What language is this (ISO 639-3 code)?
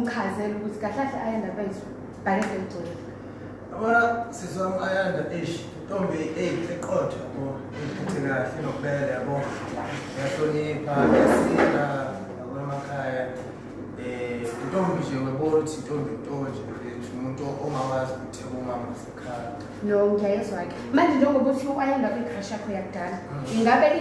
zul